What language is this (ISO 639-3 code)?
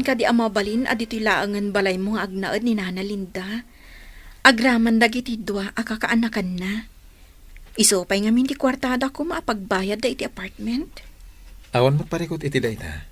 ilo